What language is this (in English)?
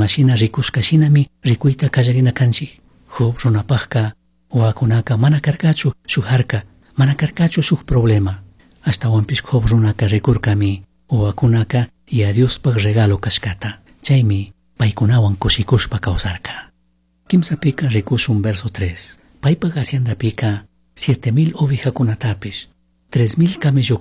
Chimborazo Highland Quichua